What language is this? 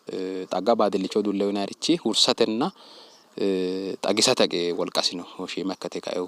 Sidamo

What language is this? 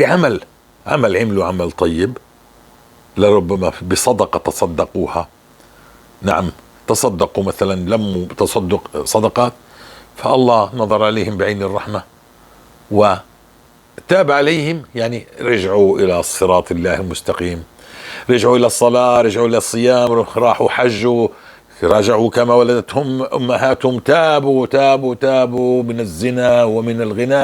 North Levantine Arabic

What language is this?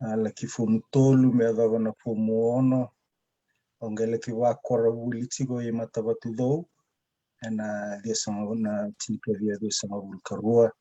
Fijian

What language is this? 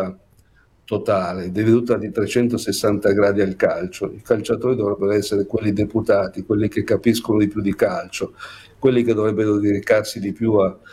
Italian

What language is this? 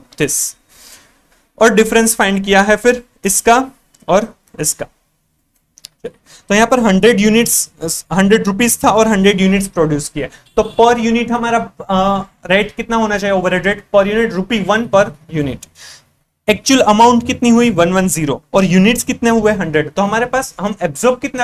Hindi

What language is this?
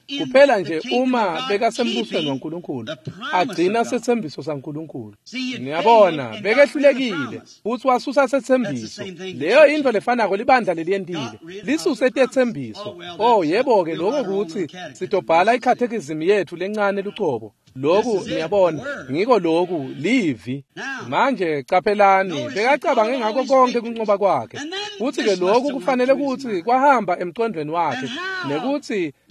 Swati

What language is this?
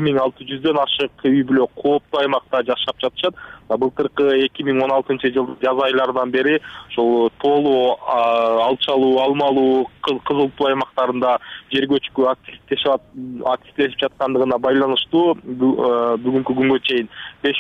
Kyrgyz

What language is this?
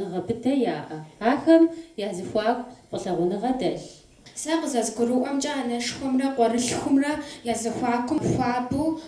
Kabardian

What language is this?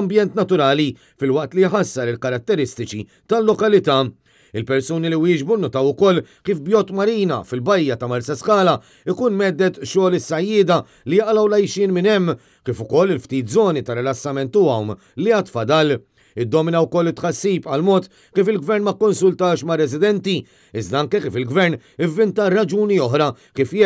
Maltese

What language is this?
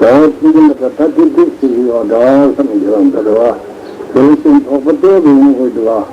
Tibetan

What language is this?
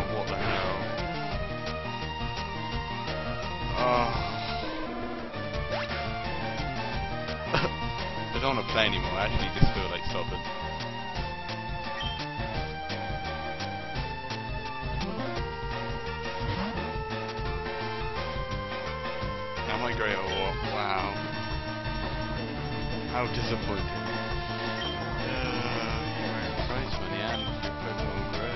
English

